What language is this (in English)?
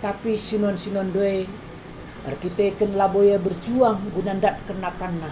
Batak Karo